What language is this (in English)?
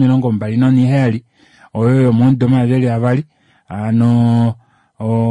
Kuanyama